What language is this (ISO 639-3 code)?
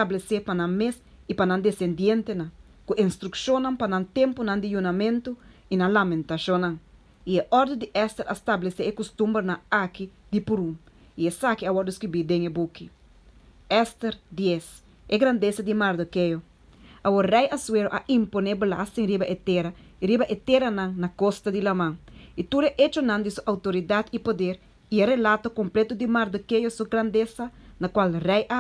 pap